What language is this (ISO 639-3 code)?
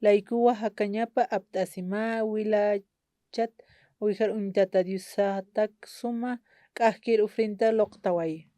aym